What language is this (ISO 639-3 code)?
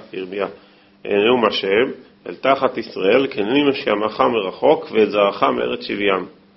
heb